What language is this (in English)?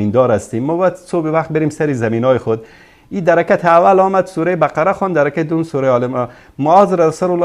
Tajik